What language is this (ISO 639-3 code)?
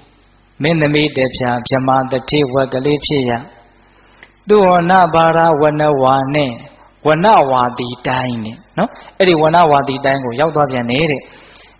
mya